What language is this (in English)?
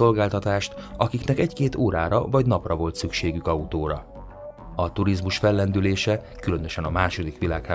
Hungarian